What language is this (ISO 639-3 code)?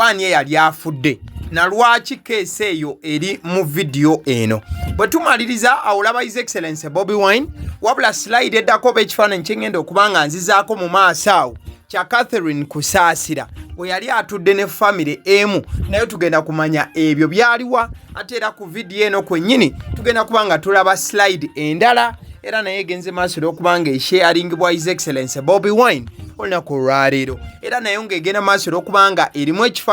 lug